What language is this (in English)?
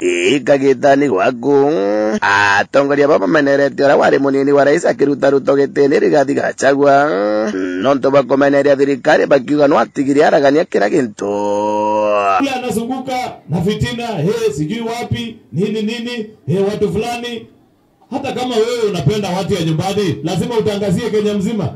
Meru